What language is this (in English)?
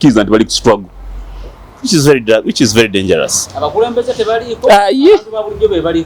Ganda